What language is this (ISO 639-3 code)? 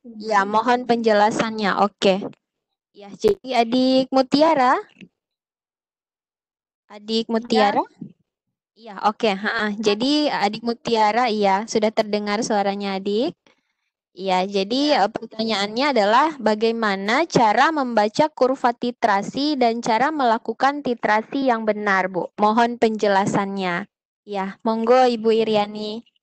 ind